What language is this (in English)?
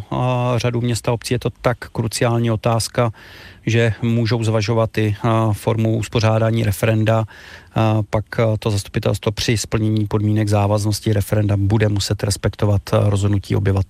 Czech